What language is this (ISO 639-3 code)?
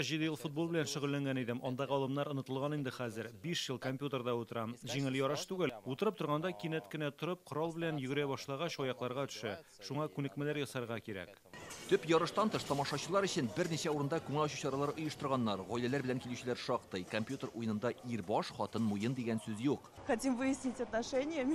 tat